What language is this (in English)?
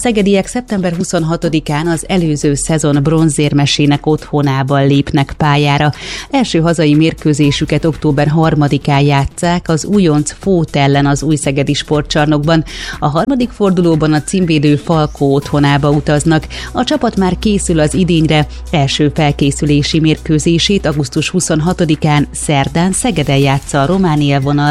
Hungarian